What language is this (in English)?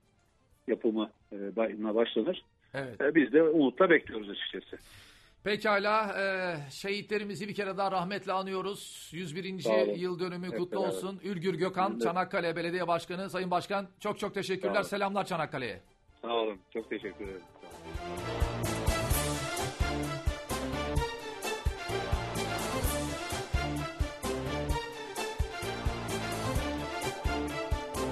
Turkish